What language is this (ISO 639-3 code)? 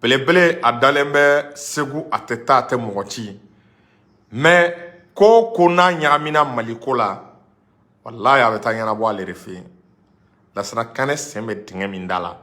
bam